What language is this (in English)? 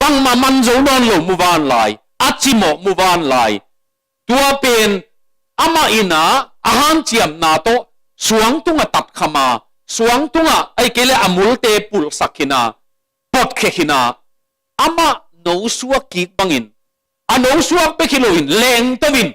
Tedim Chin